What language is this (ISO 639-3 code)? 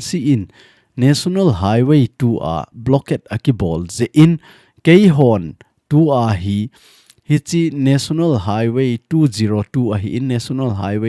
tcz